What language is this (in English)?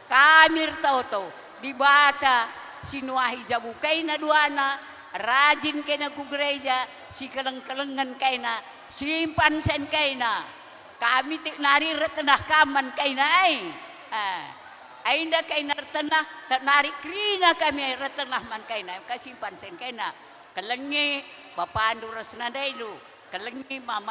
Batak Karo